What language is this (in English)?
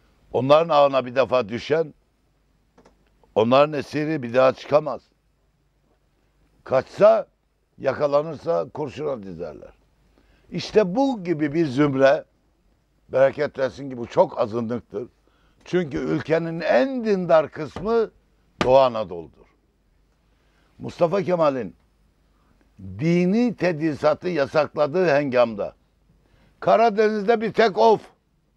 Turkish